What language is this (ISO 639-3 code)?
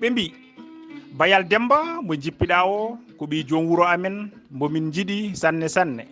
ful